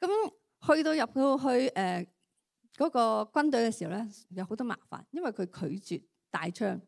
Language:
Cantonese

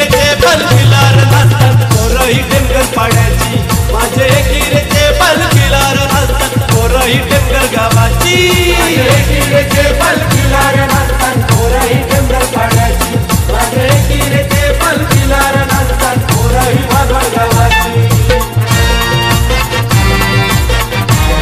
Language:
Marathi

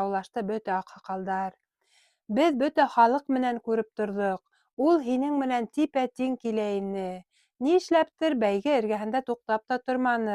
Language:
Bashkir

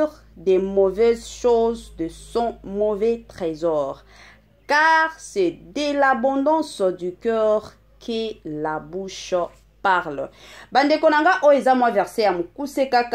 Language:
Lingala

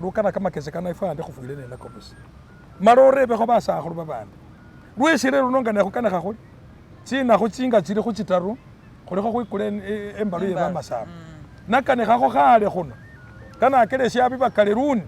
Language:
Masaaba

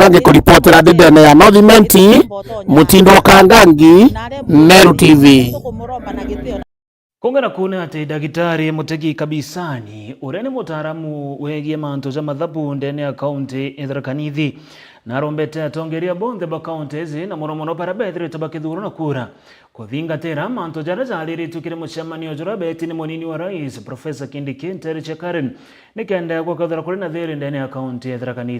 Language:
Meru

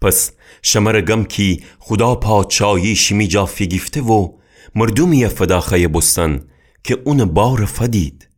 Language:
Gilaki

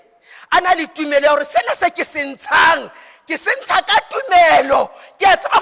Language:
Southern Sotho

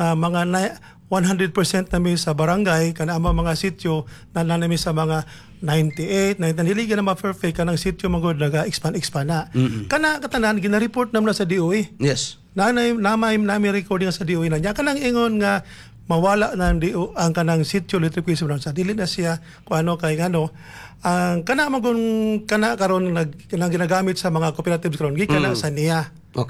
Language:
Cebuano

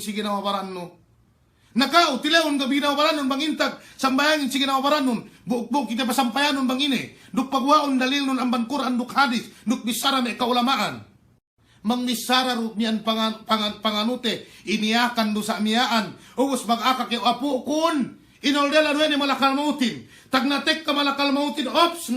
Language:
Yakan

